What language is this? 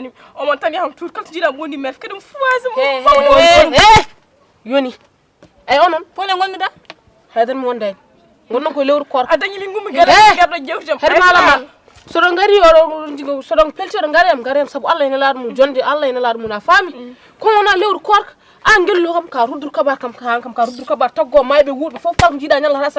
Fula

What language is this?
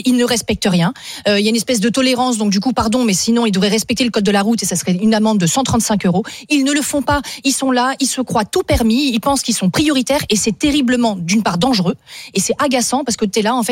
French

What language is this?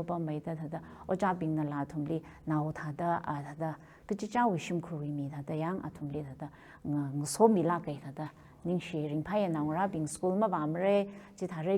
Tangkhul Naga (India)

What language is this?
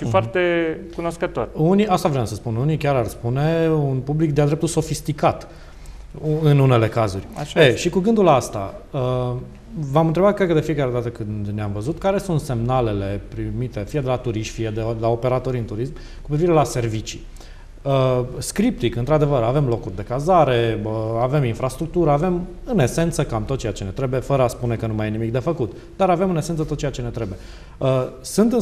Romanian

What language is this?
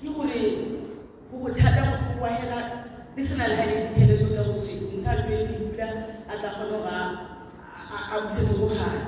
Tswana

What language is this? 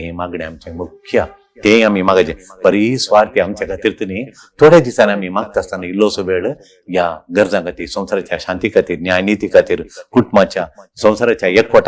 Konkani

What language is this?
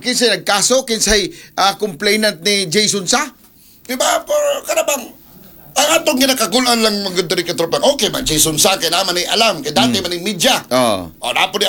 Cebuano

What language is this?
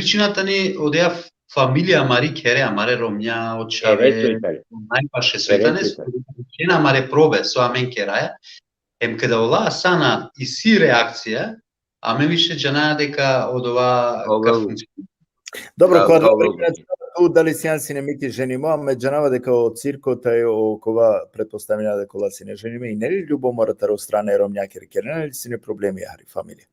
Balkan Romani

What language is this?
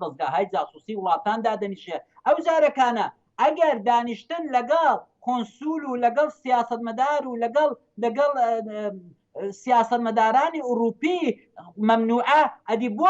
Central Kurdish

